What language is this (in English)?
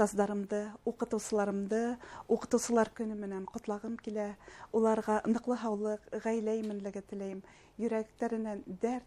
Bashkir